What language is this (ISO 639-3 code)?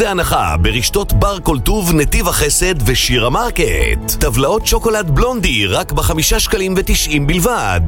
heb